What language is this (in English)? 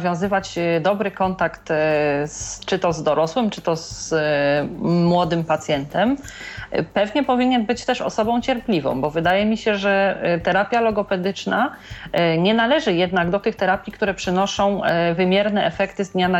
Polish